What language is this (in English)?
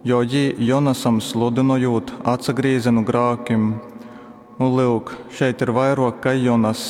Latgalian